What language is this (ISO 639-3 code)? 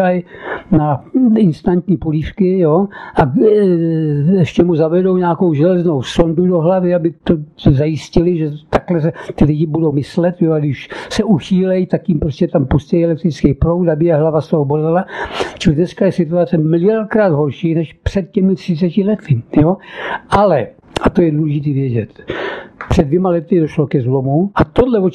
ces